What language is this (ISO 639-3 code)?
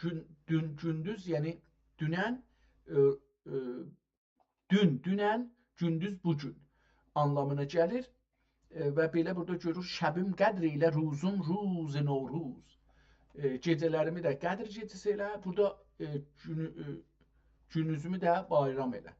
azb